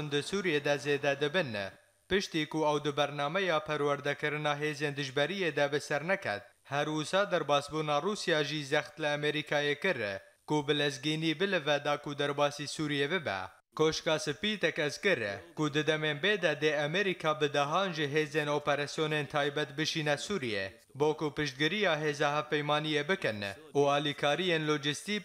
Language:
Kurdish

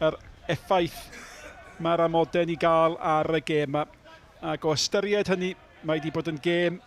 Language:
Welsh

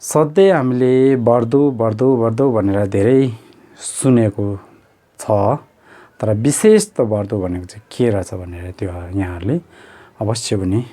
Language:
Nepali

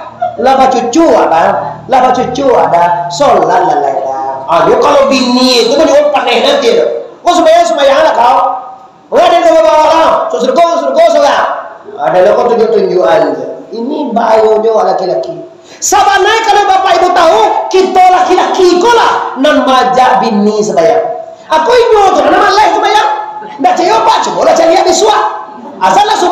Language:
Minangkabau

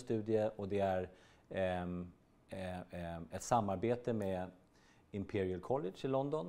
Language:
Swedish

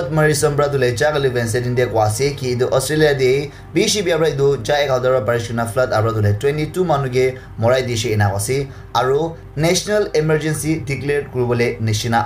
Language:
Naga Pidgin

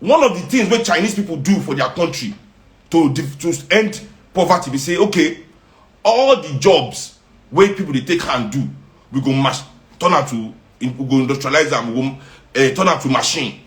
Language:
Nigerian Pidgin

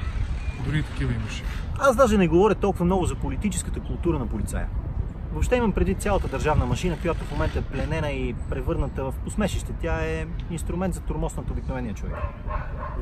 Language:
Bulgarian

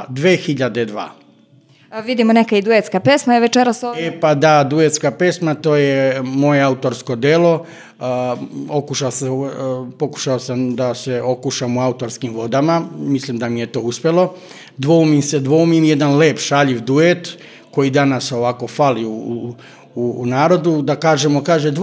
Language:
Serbian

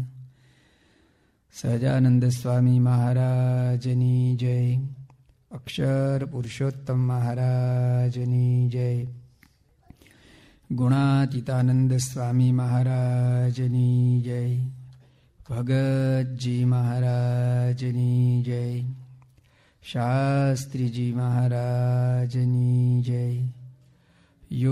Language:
Gujarati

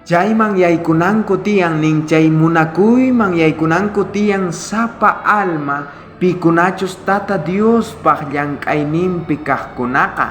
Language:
South Bolivian Quechua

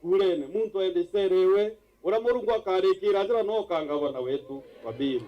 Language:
Meru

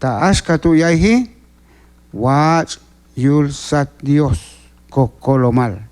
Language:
Q'anjob'al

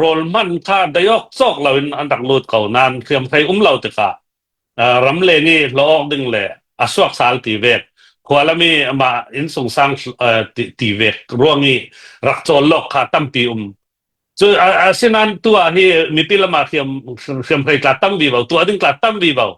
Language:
Falam Chin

